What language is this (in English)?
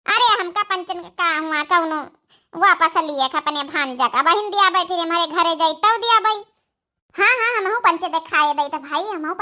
Awadhi